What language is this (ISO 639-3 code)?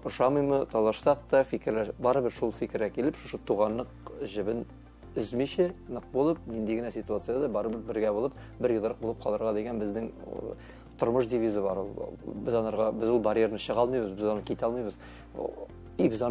tat